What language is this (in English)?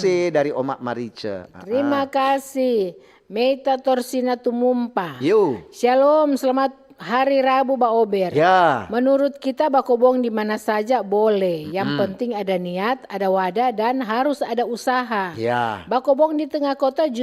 Manado Malay